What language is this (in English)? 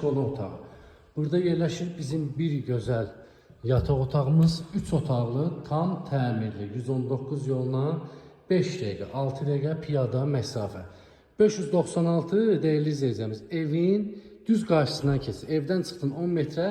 Azerbaijani